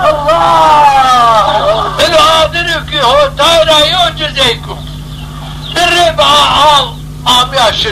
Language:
Zaza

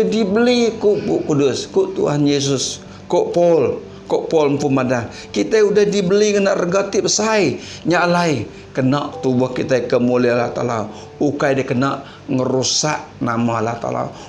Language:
Iban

